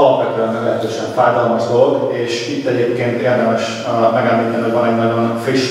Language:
Hungarian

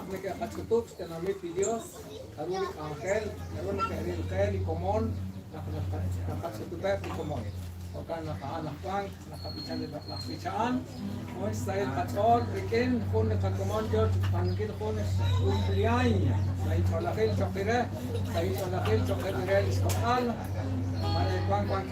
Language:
Kekchí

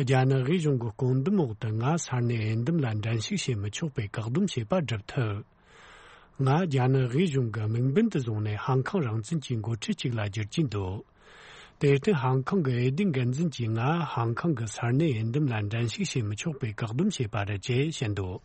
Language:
Tibetan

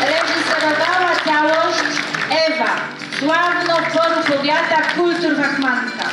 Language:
Silesian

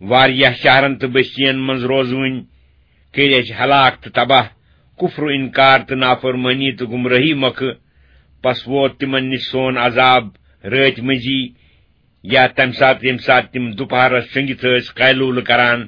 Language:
Kashmiri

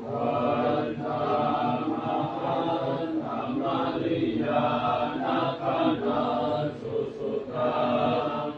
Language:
Pali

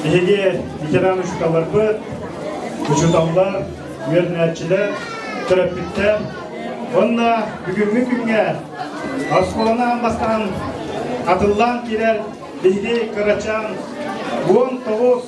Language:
Yakut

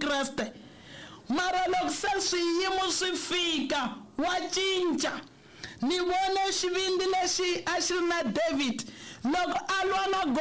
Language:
Tsonga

